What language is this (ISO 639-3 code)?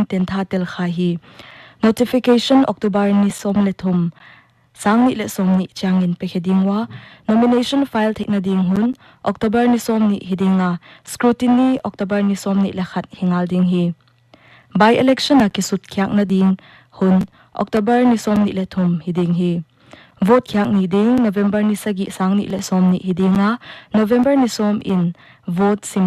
pck